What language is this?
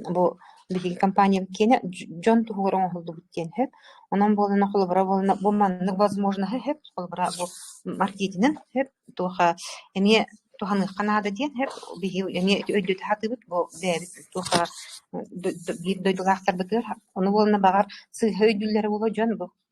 Yakut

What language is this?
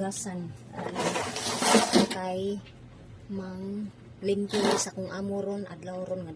Cebuano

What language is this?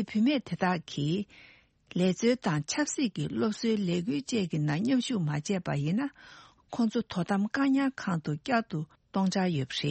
Tibetan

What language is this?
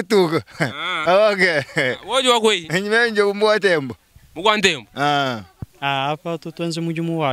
Luba-Lulua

